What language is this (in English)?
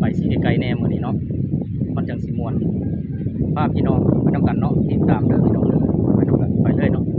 Lao